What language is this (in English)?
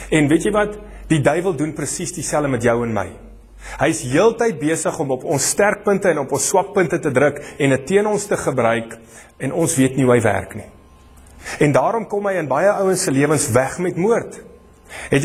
Afrikaans